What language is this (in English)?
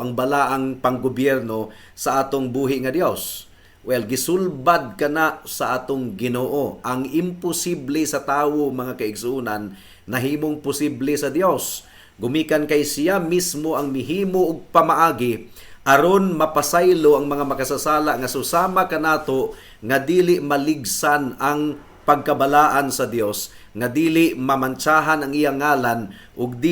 Cebuano